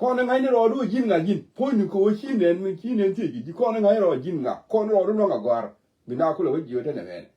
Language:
Nuer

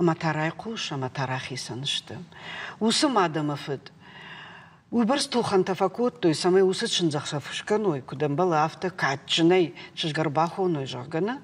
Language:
Ossetic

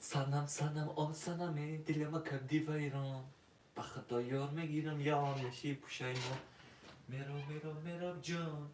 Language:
Tajik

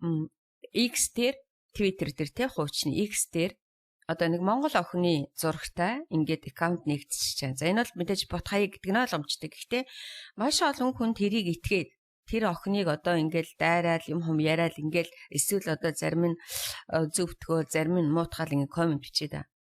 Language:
Mongolian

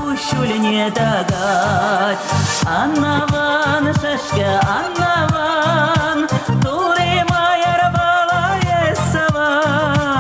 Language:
Chuvash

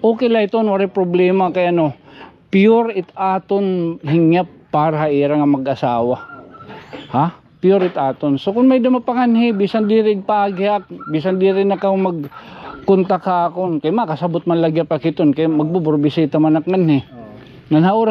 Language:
Waray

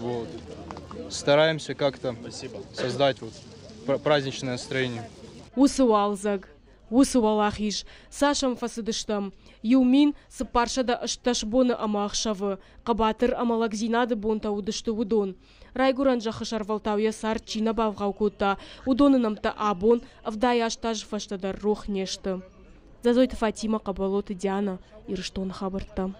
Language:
Ossetic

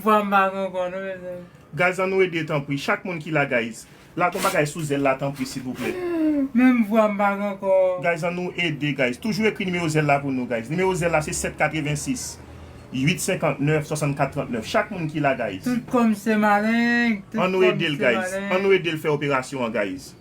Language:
Haitian Creole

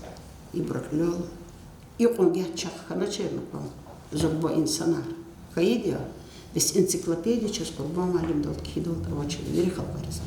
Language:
Lezghian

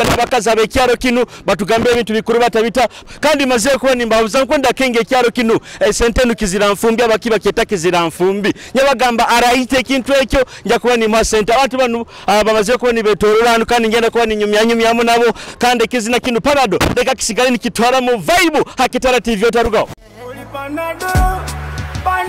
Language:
Nyoro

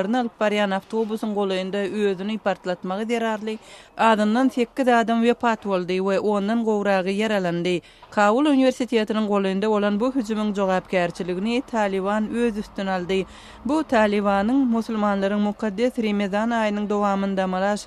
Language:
Turkmen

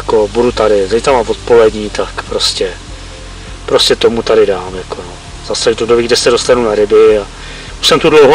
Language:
Czech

